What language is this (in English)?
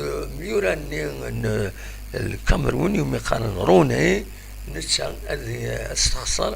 Kabyle